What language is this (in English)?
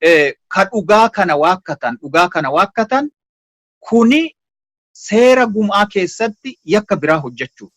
Oromo